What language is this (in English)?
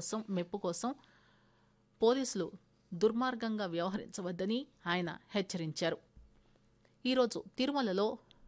Telugu